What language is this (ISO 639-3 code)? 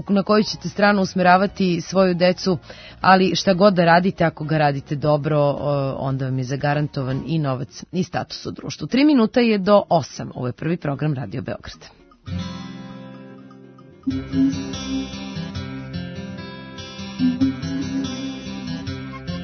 srp